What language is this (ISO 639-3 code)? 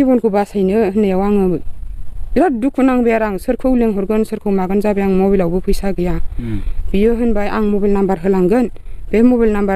brx